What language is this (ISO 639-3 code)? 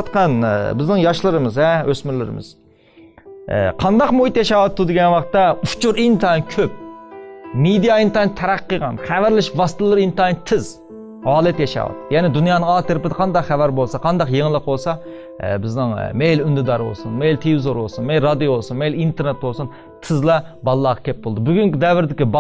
uig